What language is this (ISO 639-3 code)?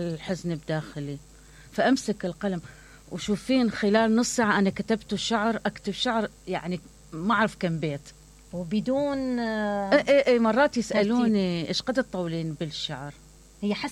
acm